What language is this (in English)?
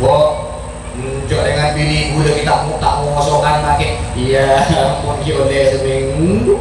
Madurese